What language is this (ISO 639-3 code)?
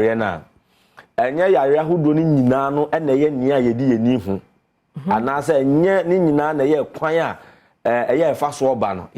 aka